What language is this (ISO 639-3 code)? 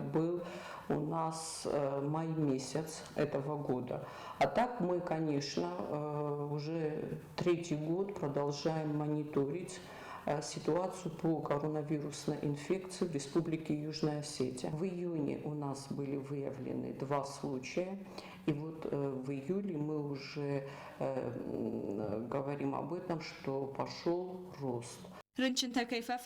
oss